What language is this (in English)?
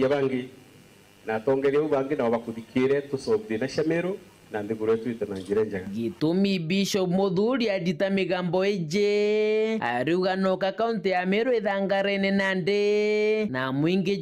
Meru